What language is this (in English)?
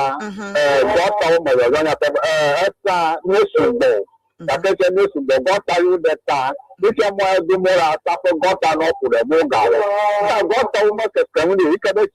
Ewe